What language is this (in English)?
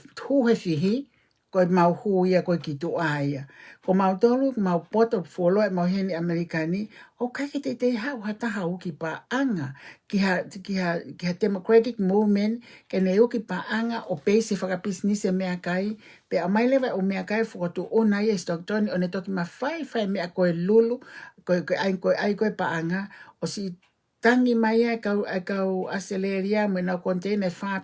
Tongan